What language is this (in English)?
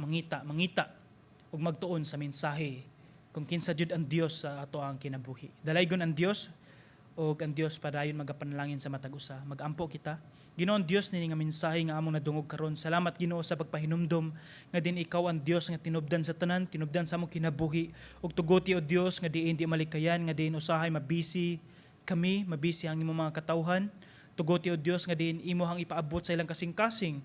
Cebuano